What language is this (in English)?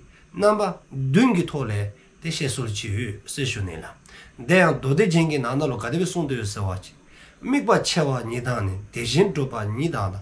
Dzongkha